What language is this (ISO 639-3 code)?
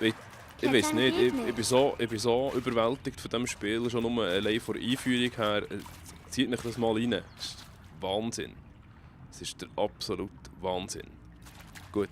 gsw